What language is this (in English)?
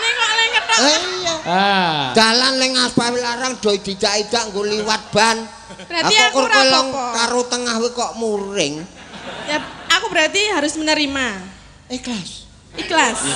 Javanese